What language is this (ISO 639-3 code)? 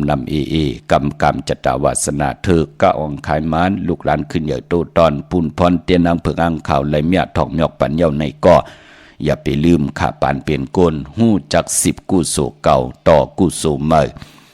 shn